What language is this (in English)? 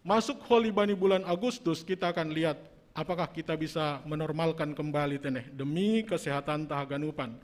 Batak Simalungun